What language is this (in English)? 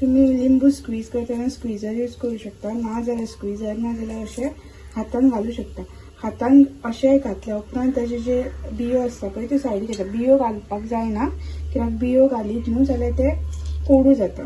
Konkani